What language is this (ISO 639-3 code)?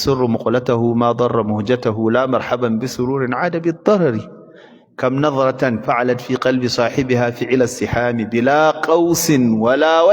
hau